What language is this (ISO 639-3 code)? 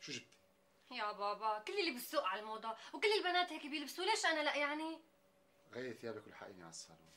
apc